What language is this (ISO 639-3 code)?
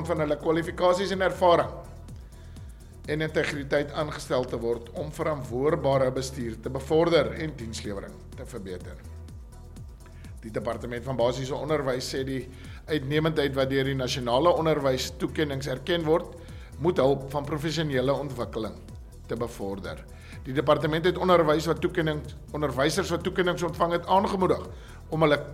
afr